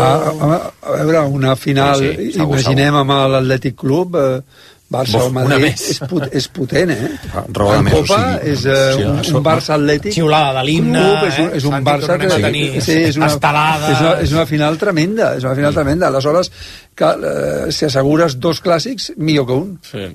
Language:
Catalan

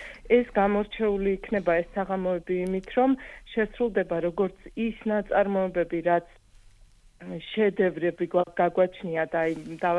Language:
Georgian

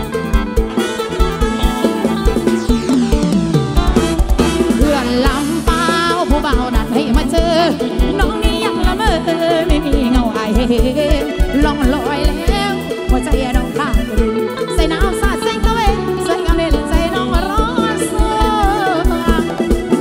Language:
Thai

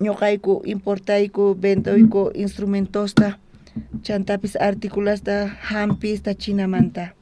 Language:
South Bolivian Quechua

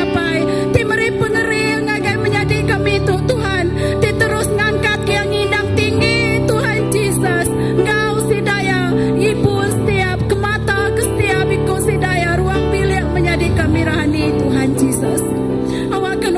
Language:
Iban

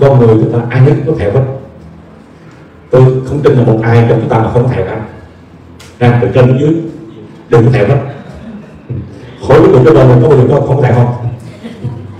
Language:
Vietnamese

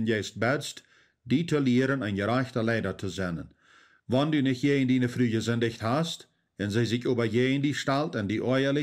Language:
Plautdietsch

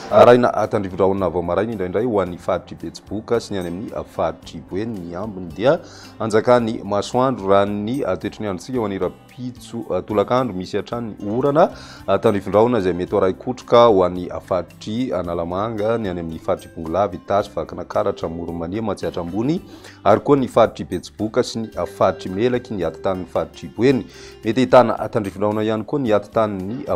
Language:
Malagasy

